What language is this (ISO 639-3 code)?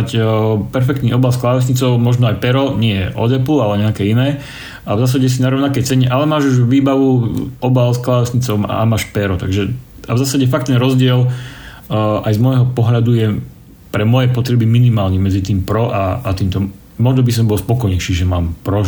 slk